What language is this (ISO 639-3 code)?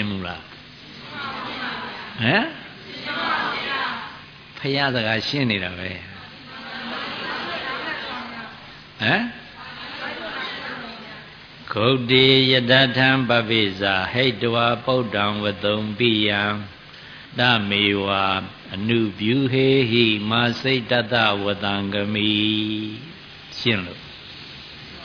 mya